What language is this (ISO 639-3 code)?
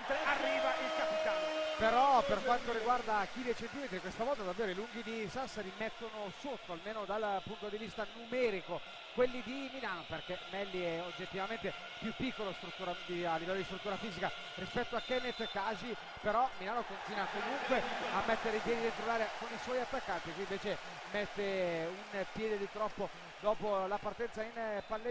ita